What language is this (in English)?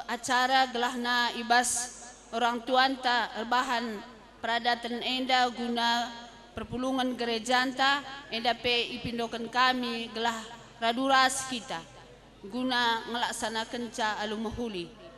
Batak Karo